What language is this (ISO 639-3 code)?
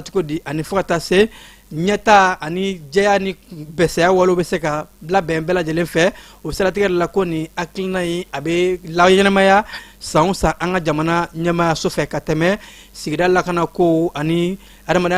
bam